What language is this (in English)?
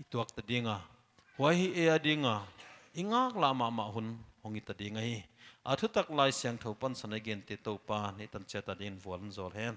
Paite Chin